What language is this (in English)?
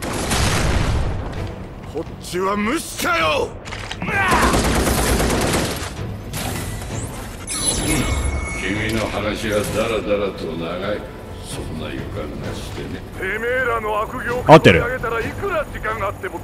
Japanese